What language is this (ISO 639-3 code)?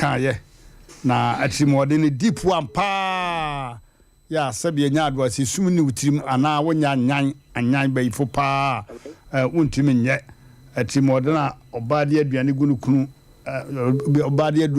aka